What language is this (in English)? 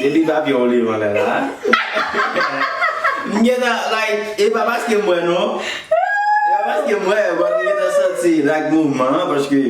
Haitian Creole